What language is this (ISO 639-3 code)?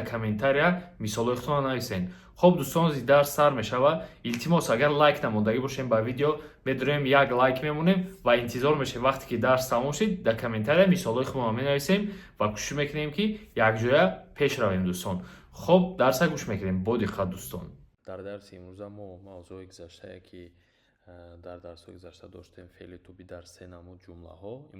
tgk